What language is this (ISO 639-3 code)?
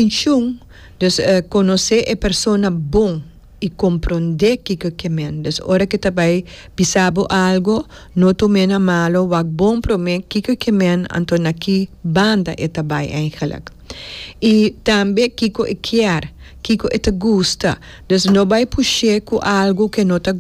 pap